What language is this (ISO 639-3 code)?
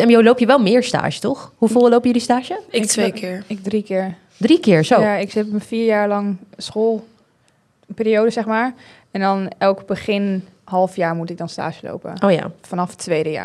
nld